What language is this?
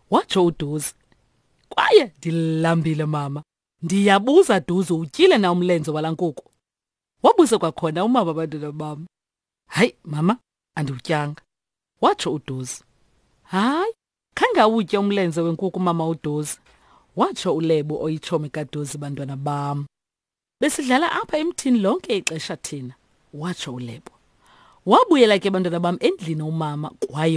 Xhosa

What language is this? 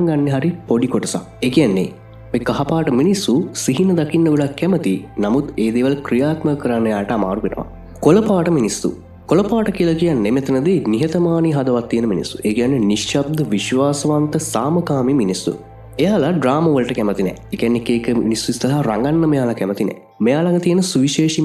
Sinhala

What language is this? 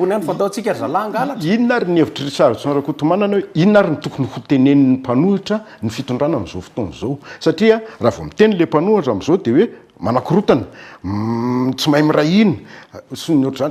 Malagasy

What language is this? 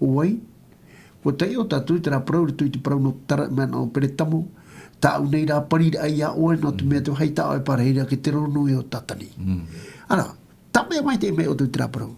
Tahitian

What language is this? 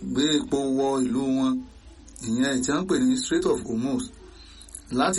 Yoruba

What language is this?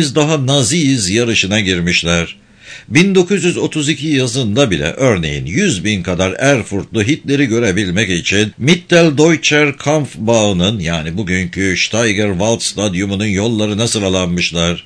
Turkish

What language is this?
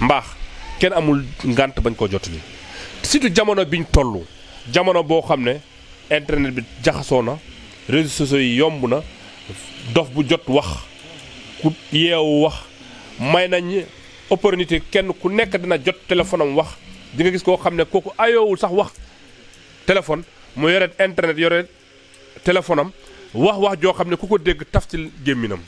Wolof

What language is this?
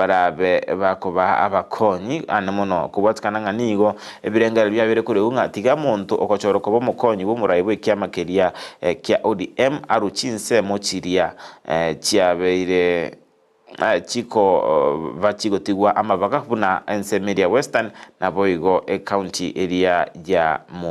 Gusii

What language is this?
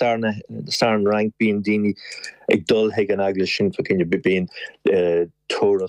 Irish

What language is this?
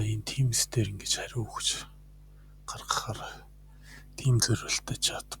Mongolian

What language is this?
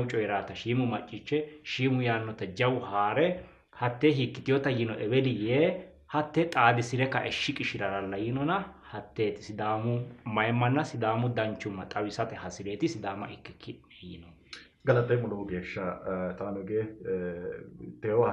Sidamo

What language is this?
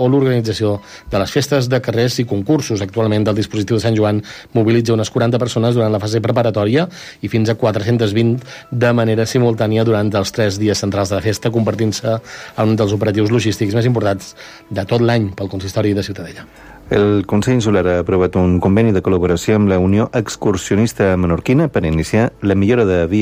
Catalan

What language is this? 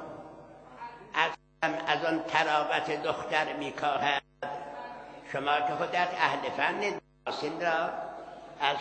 Persian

